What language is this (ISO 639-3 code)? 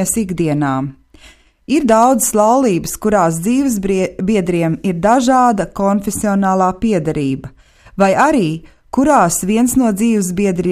lav